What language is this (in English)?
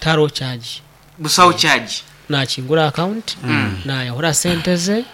Nyankole